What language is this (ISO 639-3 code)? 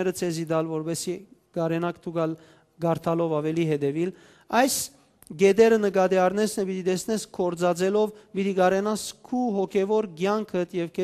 hyw